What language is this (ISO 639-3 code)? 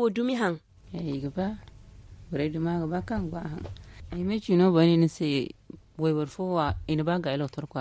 dje